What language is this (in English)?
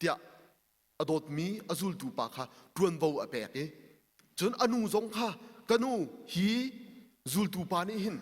Hakha Chin